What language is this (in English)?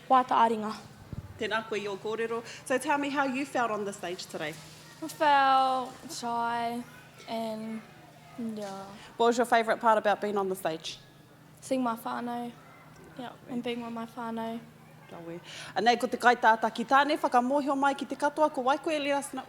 Māori